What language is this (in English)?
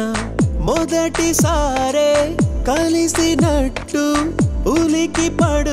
Telugu